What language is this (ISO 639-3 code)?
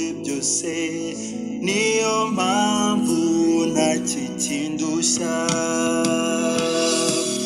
kin